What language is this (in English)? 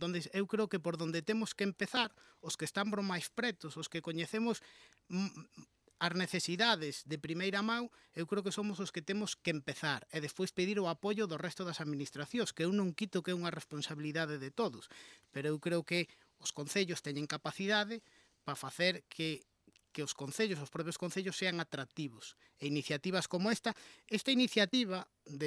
Galician